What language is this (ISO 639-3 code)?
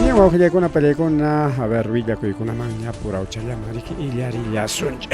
quy